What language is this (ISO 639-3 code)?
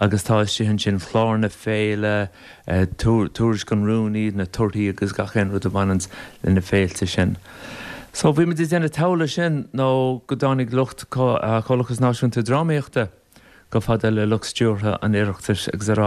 gle